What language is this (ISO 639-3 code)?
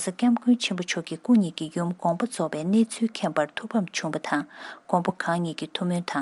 bod